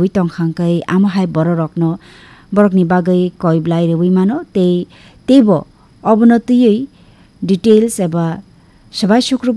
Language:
Kok Borok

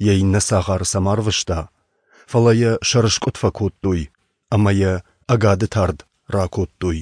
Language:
Ossetic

